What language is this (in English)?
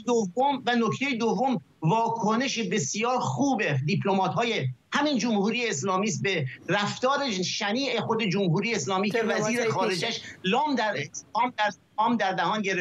Persian